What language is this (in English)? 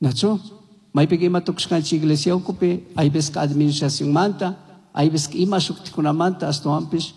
Chimborazo Highland Quichua